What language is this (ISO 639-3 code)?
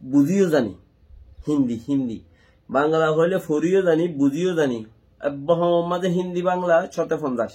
rhg